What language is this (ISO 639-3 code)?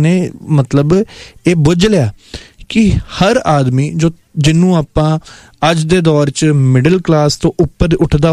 pan